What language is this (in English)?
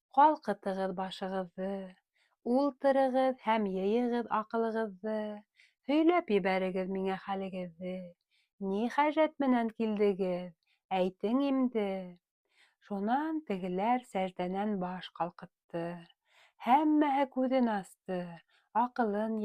Bashkir